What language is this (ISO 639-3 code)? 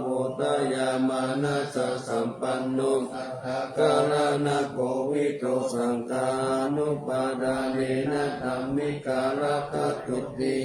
pli